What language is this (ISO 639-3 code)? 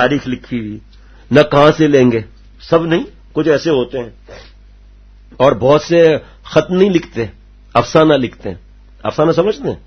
urd